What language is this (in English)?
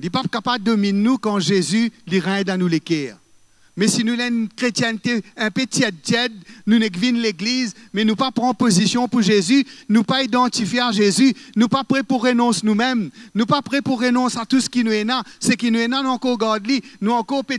Morisyen